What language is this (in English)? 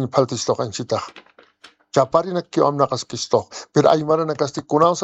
Aymara